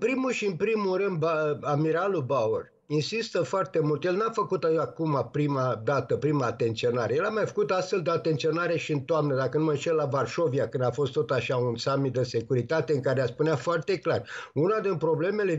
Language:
Romanian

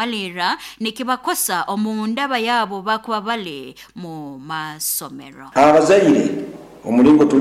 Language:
Nyoro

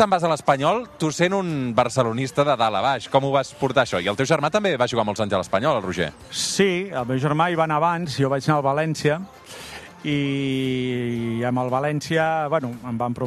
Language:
Catalan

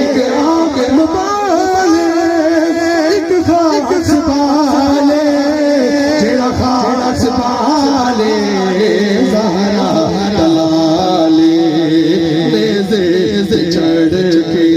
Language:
Pahari-Potwari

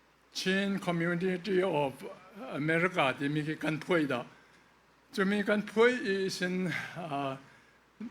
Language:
Falam Chin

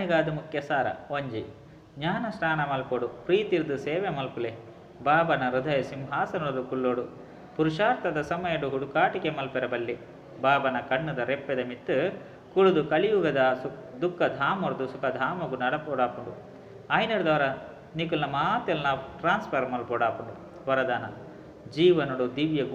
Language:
Tulu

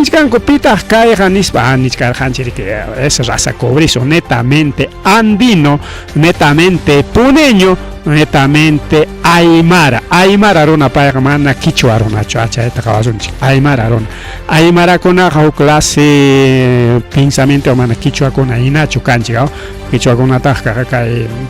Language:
Ayacucho Quechua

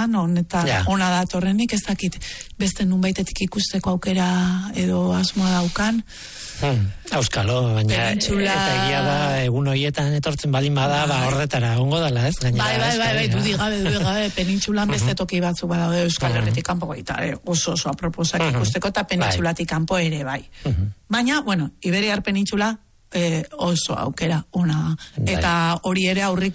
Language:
Basque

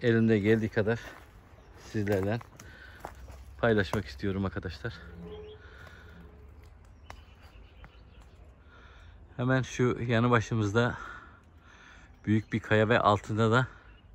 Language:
Turkish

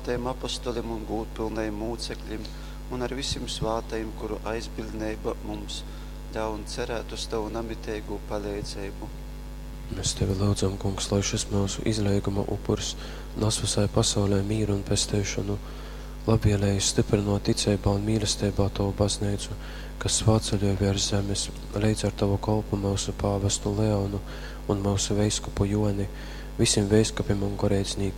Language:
Latgalian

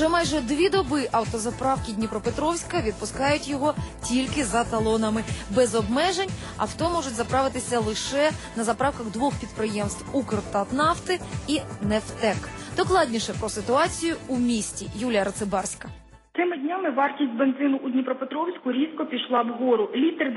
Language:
Ukrainian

